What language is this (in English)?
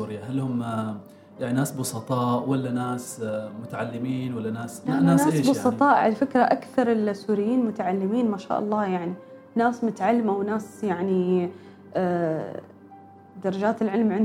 Gulf Arabic